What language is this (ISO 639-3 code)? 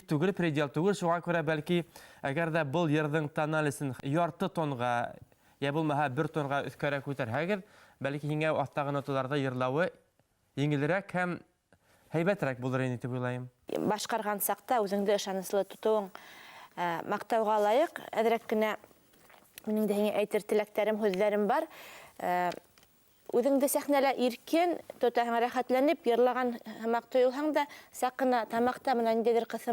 bak